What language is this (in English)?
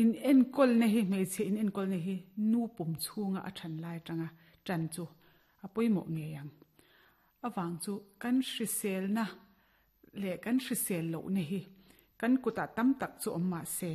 Mizo